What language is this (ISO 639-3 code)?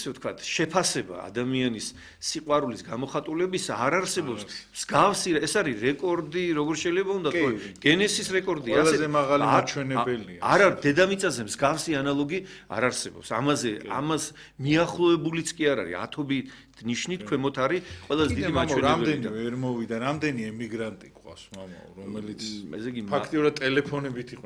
kat